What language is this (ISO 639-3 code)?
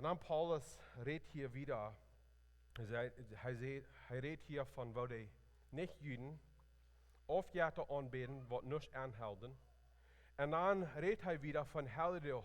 pdt